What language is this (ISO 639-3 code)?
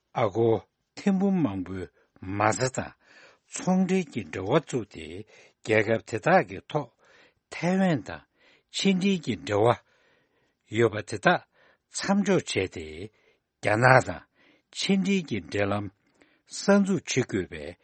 bod